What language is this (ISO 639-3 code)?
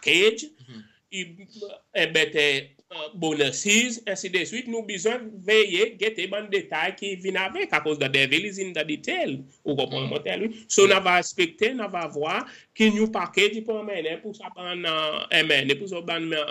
crs